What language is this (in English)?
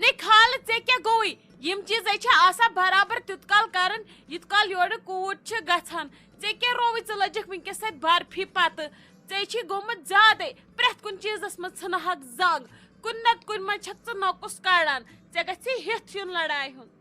Kashmiri